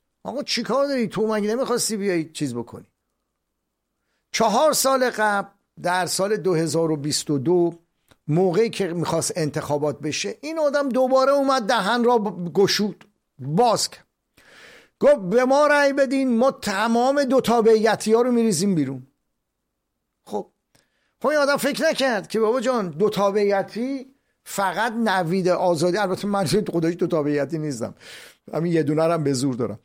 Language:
Persian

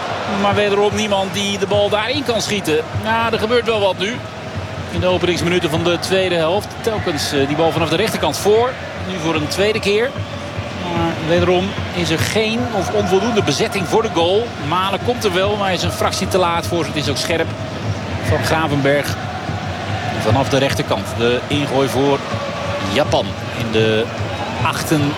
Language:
Dutch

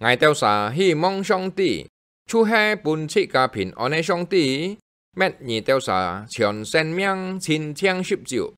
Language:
Hakka Chinese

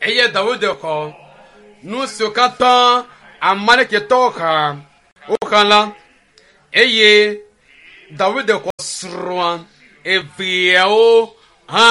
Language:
Ewe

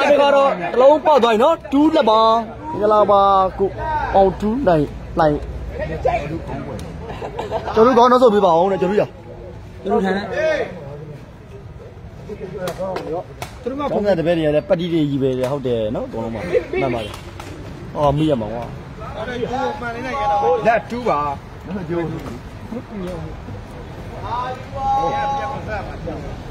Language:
Burmese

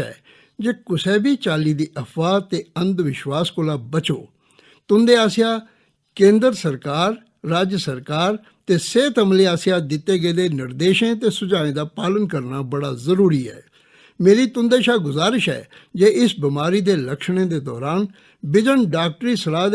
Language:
Dogri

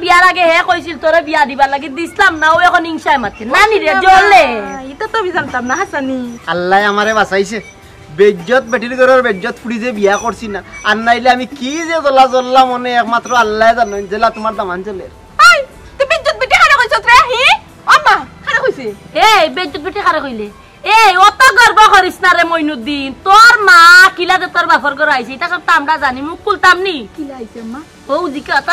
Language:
Sylheti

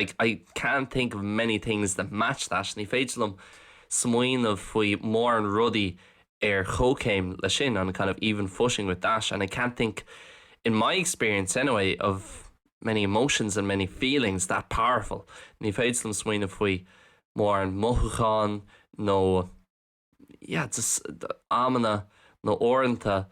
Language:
Irish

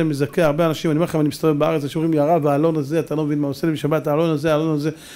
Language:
Hebrew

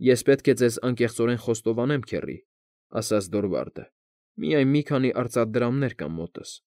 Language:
Armenian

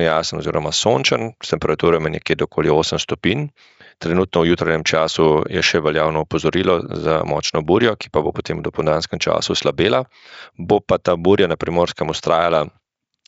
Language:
Slovenian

